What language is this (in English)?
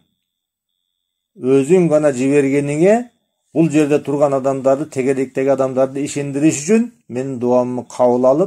Kyrgyz